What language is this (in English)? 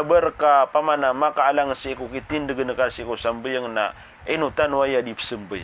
Maranao